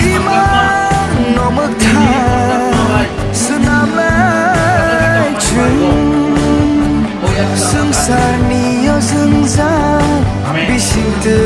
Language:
Kok Borok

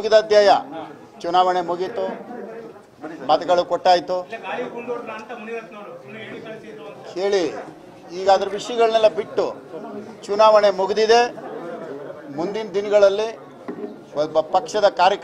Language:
Kannada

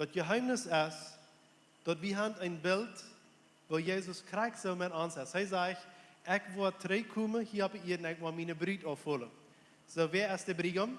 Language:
Plautdietsch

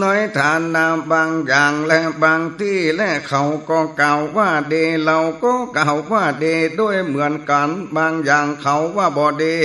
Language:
Northern Thai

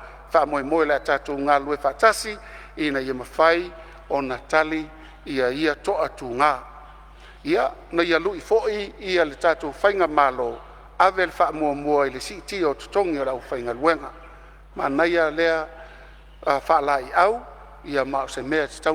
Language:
Samoan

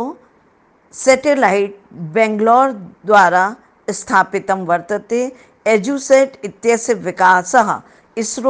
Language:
Sanskrit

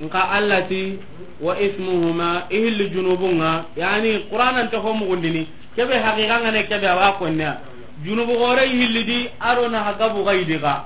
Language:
Soninke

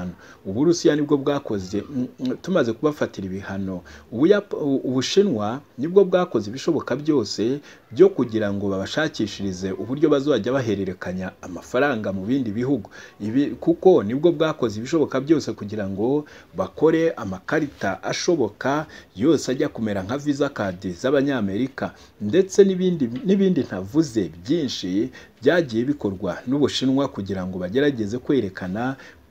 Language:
Kinyarwanda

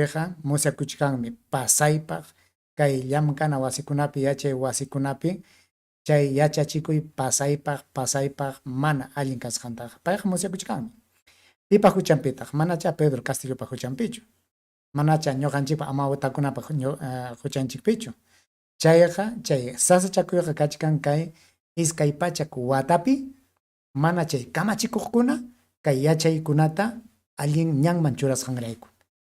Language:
Ayacucho Quechua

